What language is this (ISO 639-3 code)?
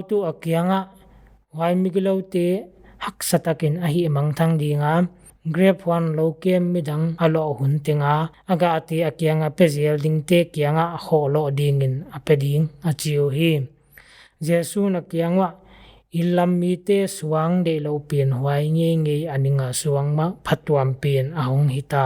pck